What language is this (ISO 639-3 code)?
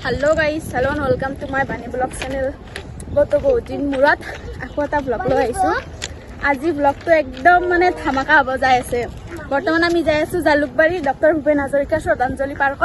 asm